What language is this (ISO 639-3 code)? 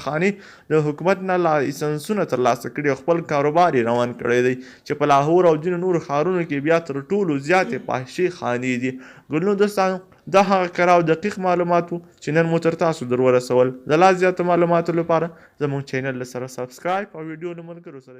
pus